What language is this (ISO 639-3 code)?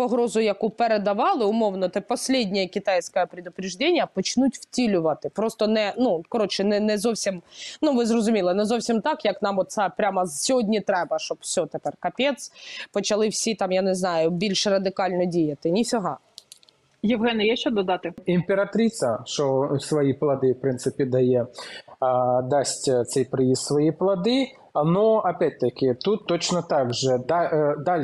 ukr